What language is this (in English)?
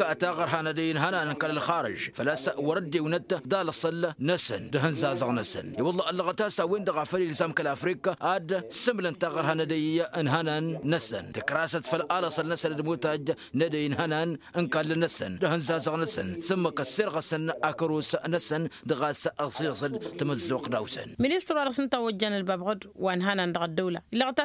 Tamasheq